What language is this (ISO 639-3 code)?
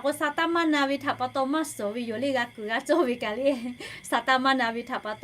lhu